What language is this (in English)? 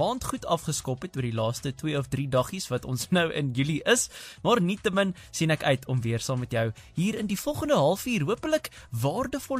Afrikaans